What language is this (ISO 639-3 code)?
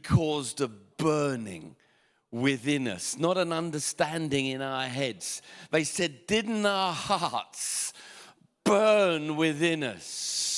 eng